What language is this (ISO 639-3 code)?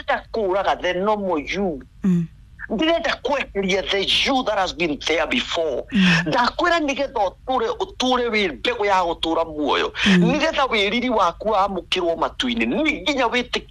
kik